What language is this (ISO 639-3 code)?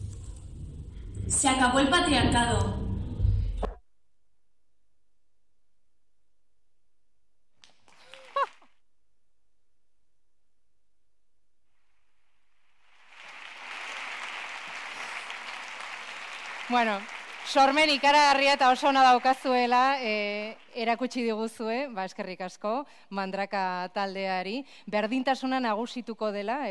eus